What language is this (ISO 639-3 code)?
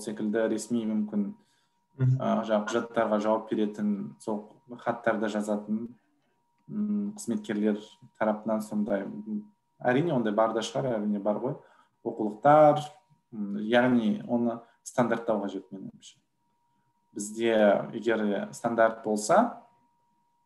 kaz